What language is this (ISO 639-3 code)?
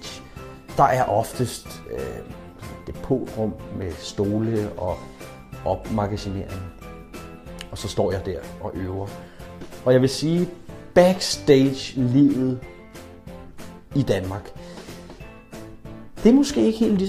dan